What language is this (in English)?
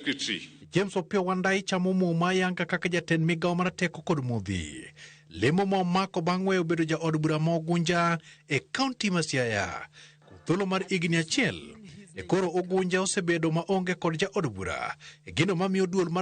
Luo (Kenya and Tanzania)